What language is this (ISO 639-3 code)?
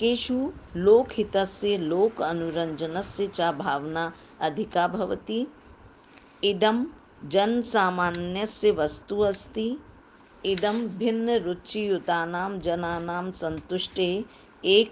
san